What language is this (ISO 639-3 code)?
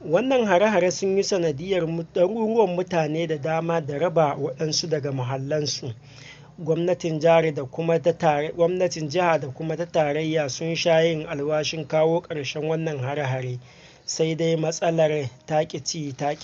hau